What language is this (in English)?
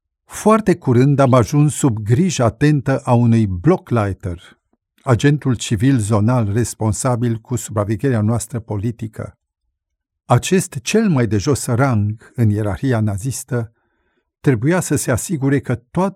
Romanian